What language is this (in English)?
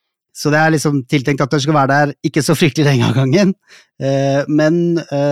Norwegian